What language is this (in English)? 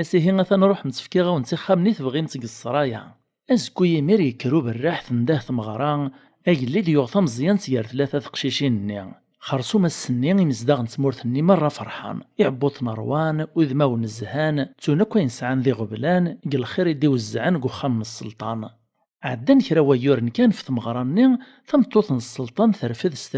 Kabyle